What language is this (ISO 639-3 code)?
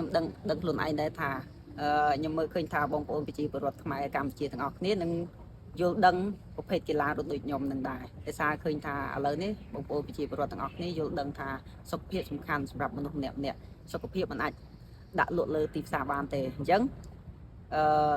khm